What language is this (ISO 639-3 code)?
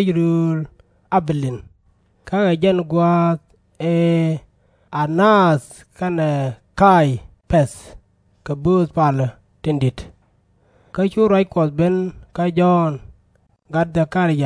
nus